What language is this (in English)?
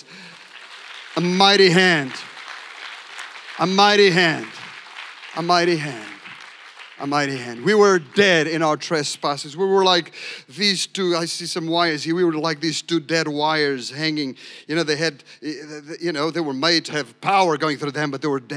English